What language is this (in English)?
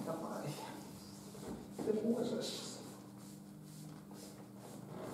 Ukrainian